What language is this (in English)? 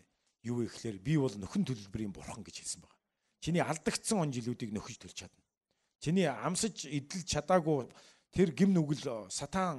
Mongolian